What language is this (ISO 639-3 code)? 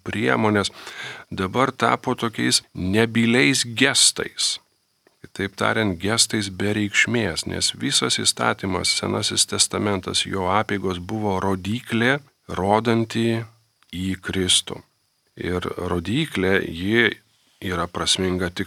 lit